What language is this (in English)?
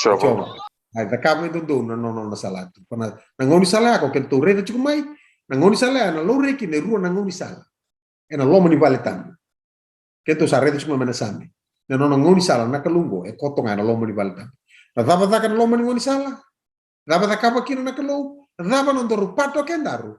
Fijian